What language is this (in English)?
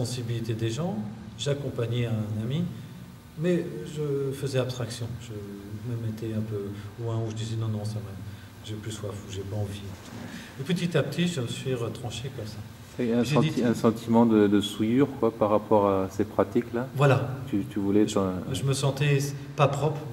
French